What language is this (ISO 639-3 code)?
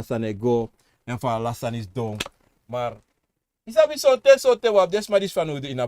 srn